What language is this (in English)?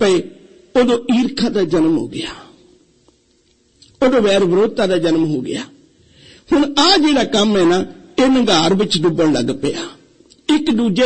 Punjabi